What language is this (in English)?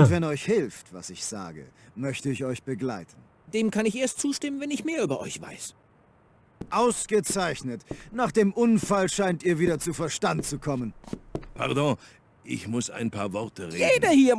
Bavarian